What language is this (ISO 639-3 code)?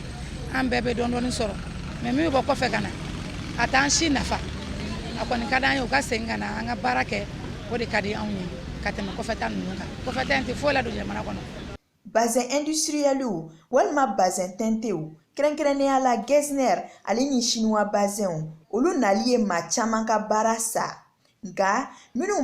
bam